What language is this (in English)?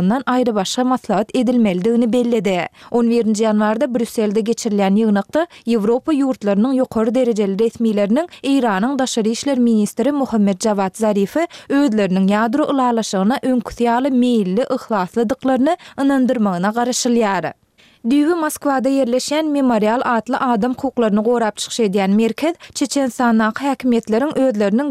Turkmen